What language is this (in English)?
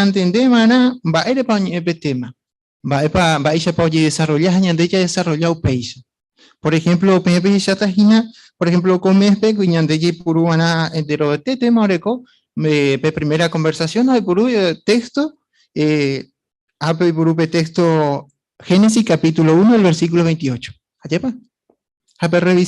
Guarani